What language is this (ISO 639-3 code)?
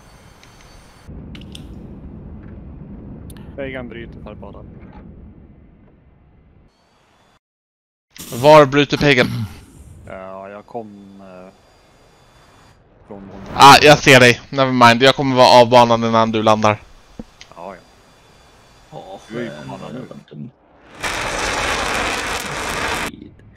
swe